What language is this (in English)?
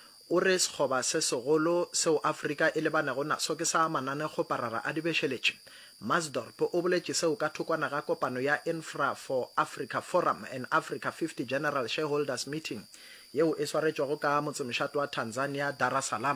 Northern Sotho